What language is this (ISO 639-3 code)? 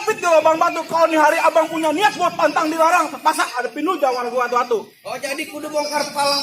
bew